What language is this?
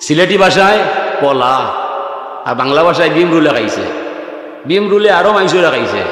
Sylheti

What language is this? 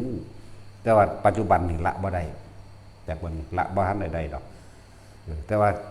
Northeastern Thai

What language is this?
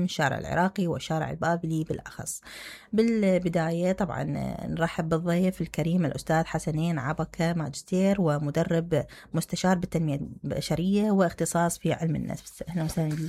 Mesopotamian Arabic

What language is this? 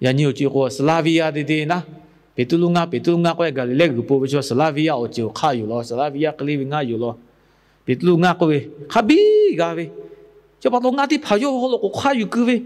Lahu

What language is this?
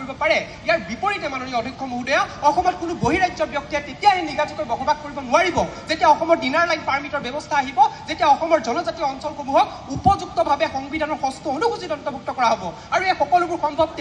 Assamese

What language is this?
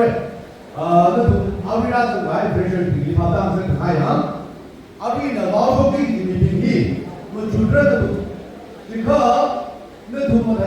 Tangkhul Naga (India)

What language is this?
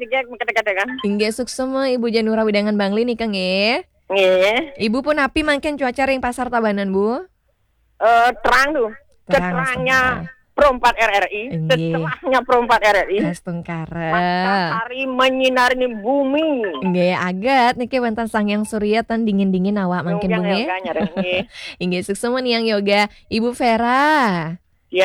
Balinese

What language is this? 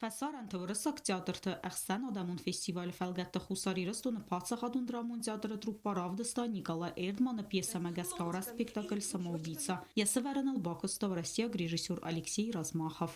Ossetic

